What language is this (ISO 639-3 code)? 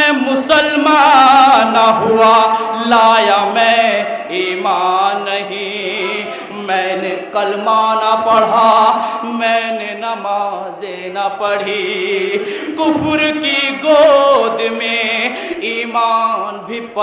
urd